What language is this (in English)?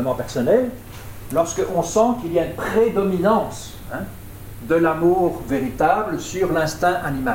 French